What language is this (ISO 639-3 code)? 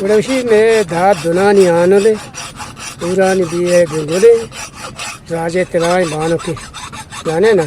bgp